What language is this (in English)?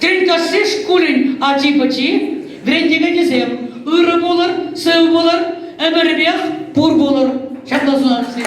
Chuvash